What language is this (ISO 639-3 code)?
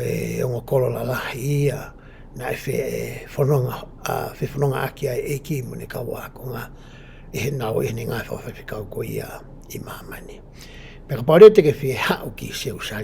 ton